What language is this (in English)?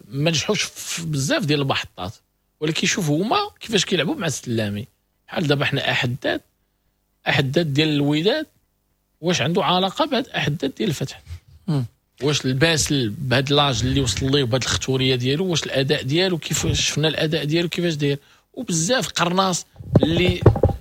Moroccan Arabic